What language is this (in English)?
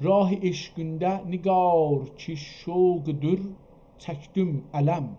South Azerbaijani